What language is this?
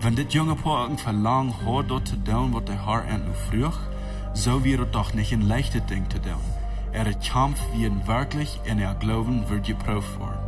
Plautdietsch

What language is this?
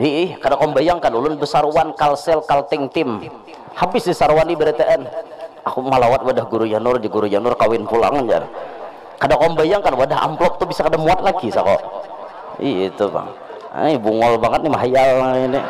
Banjar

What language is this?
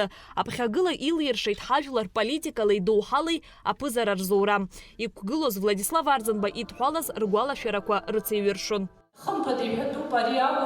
Abkhazian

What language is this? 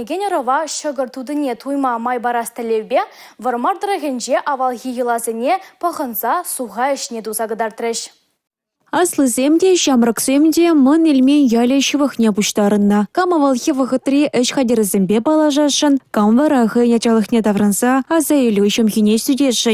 Chuvash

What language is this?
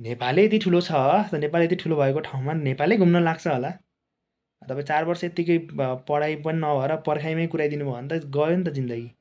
Nepali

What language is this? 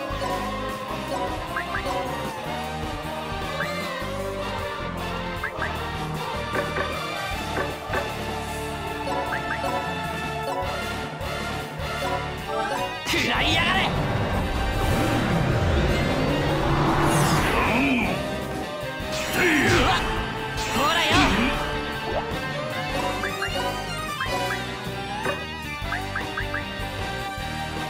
Japanese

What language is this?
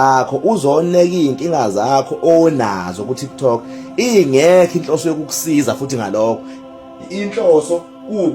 Zulu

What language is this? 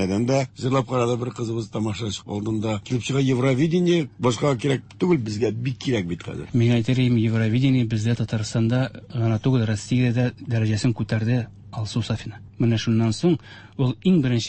Tatar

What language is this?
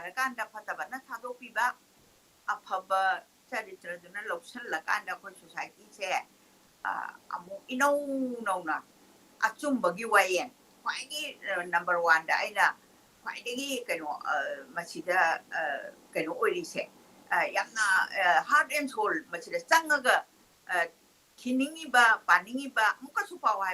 Manipuri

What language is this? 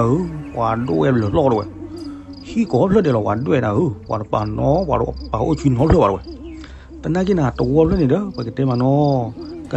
S'gaw Karen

